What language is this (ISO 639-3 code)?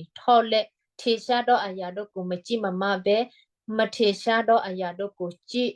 kyu